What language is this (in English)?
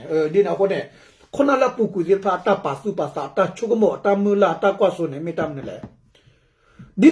S'gaw Karen